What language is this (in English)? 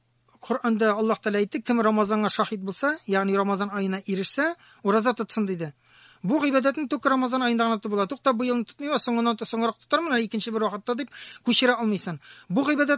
Tatar